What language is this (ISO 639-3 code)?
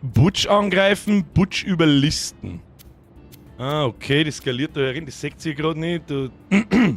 bar